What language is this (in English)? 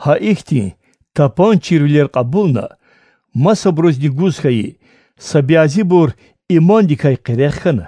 Lezghian